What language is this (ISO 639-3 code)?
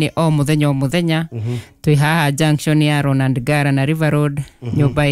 kik